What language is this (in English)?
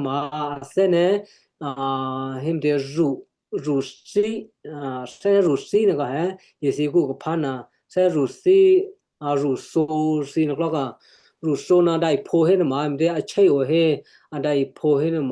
Western Kayah